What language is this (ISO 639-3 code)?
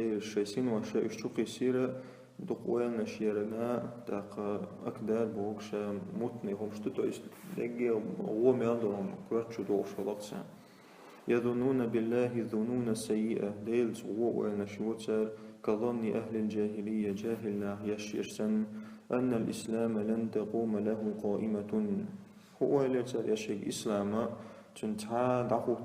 che